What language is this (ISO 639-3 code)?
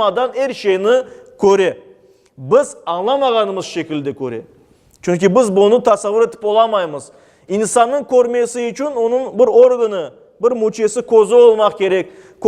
crh